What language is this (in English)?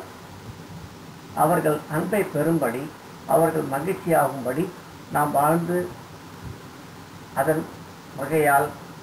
Tamil